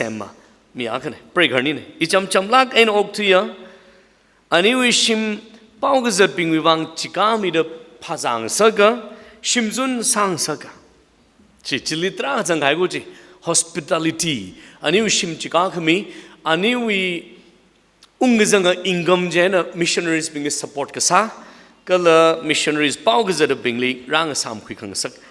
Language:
Tangkhul Naga (India)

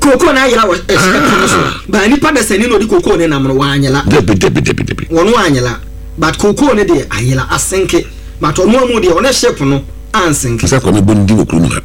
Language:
Akan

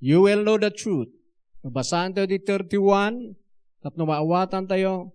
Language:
Iloko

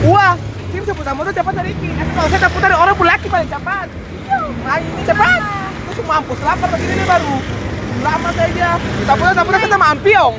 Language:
Ambonese Malay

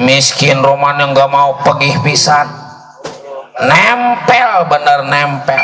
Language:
Betawi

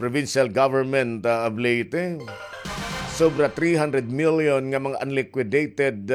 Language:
Waray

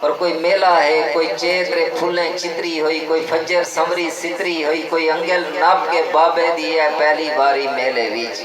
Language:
Saraiki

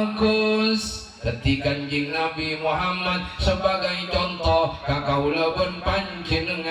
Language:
Madurese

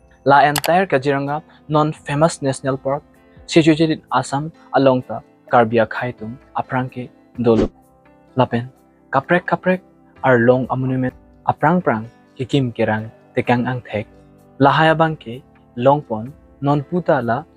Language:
Karbi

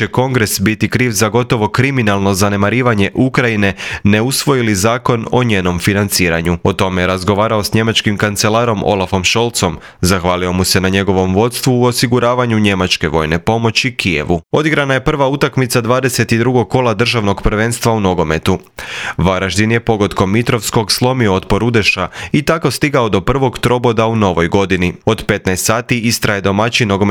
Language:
Croatian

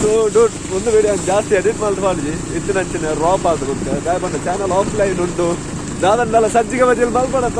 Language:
Tulu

